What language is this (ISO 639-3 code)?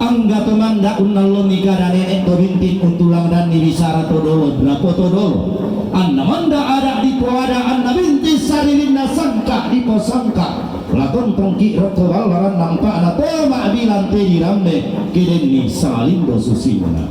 sda